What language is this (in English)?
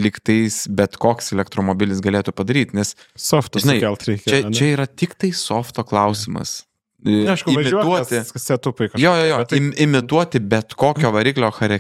Lithuanian